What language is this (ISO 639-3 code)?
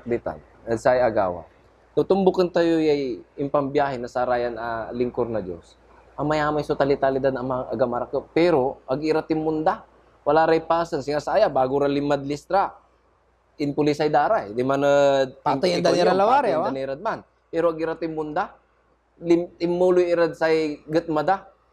pag